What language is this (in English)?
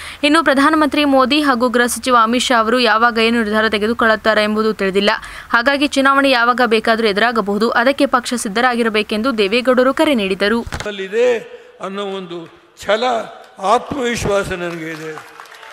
Kannada